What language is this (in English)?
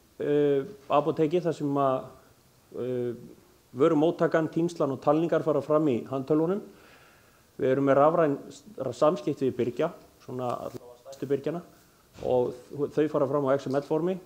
Icelandic